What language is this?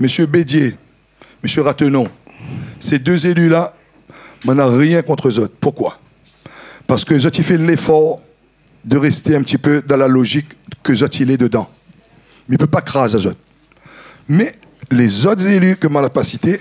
Réunion Creole French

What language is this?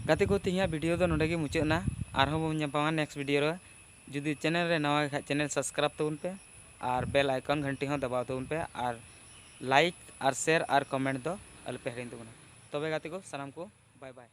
Santali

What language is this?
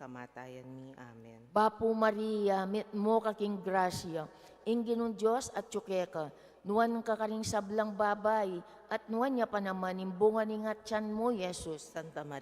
Pampanga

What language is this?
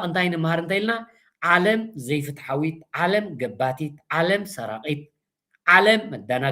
Tigrinya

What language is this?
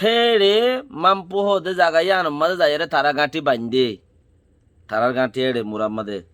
Rohingya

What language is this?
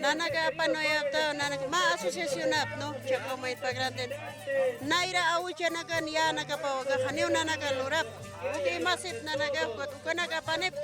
Aymara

